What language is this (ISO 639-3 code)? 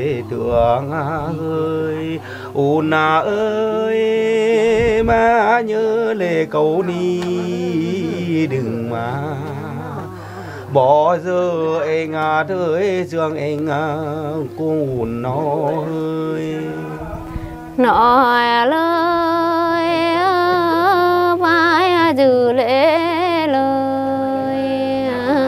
vie